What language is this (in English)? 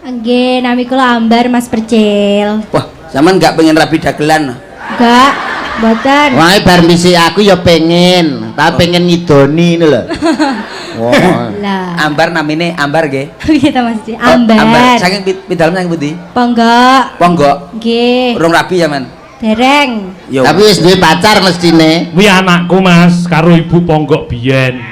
Javanese